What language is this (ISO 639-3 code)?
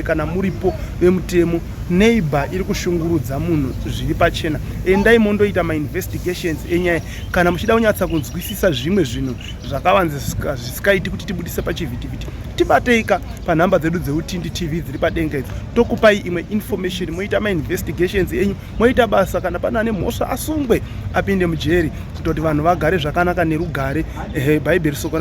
sna